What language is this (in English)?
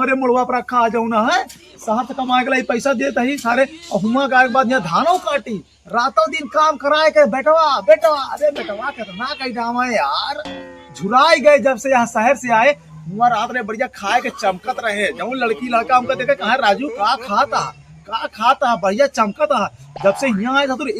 Awadhi